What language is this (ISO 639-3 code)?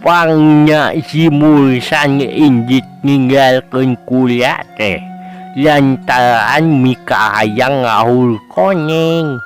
sun